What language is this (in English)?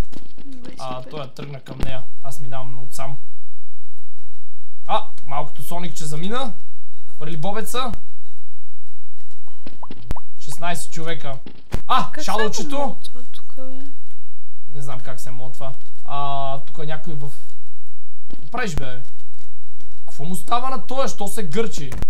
Bulgarian